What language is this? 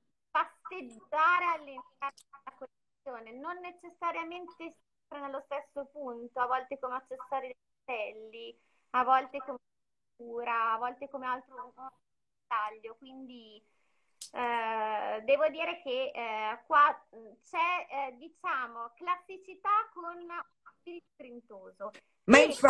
Italian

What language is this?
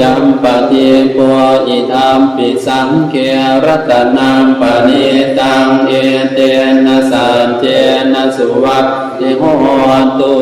Pali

